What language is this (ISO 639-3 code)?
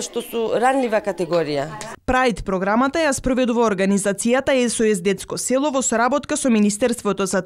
mkd